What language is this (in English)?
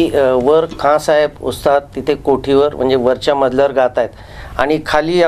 Marathi